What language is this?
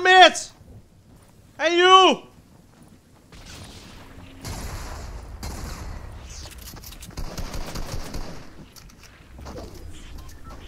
Dutch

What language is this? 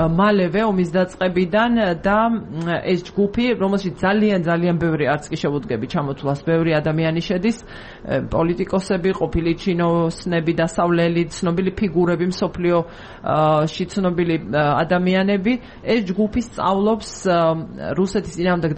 Georgian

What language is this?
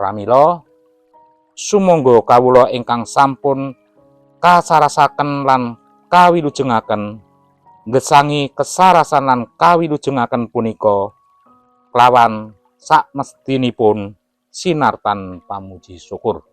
Javanese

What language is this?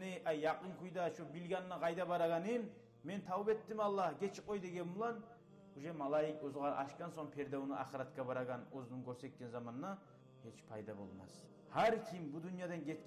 Kumyk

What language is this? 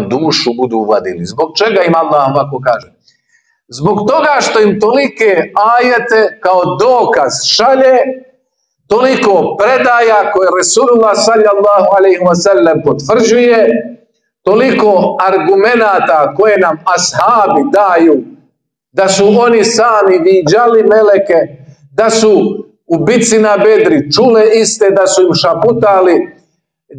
Bosnian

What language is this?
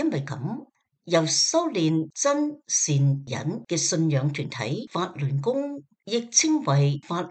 Cantonese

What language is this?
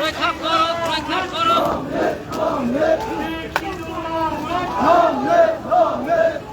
Karbi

